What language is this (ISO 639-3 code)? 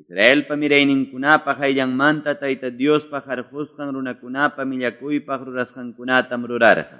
que